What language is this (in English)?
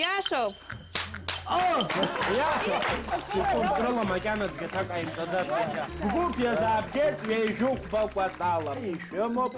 Abkhazian